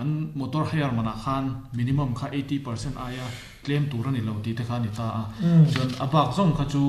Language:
Mizo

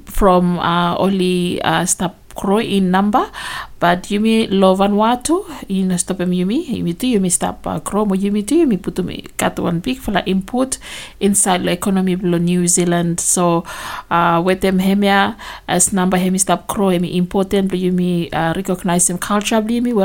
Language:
Bislama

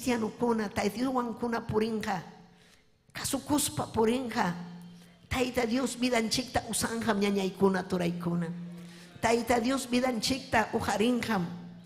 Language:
Ayacucho Quechua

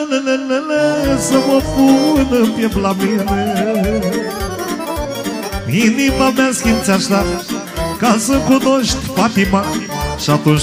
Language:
Romanian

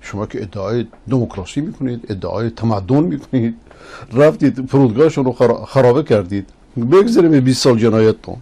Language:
Persian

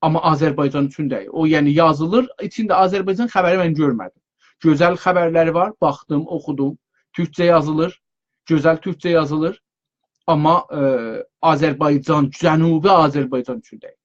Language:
South Azerbaijani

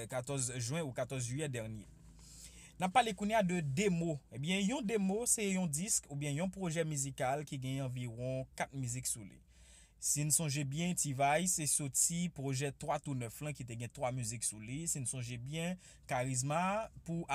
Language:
Haitian Creole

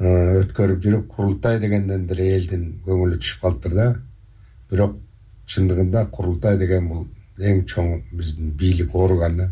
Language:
Kyrgyz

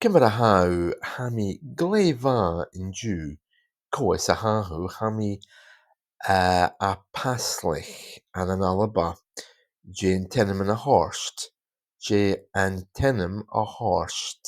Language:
Scottish Gaelic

